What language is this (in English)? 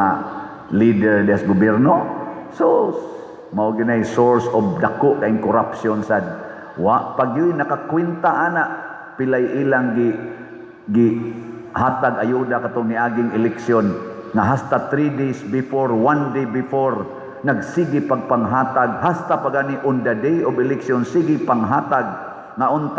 Cebuano